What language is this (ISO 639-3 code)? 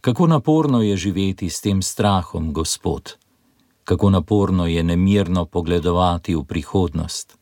slv